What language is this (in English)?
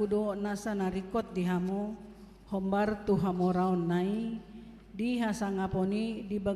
Batak Toba